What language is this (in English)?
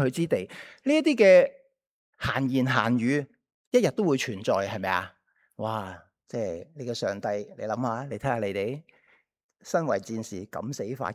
Cantonese